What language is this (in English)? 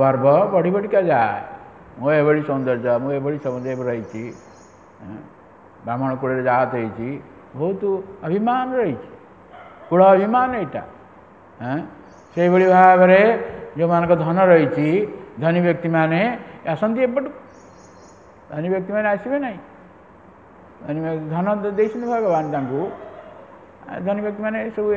Odia